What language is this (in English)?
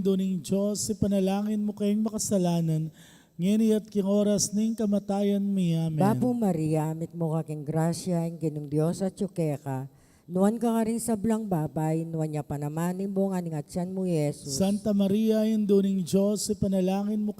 Pampanga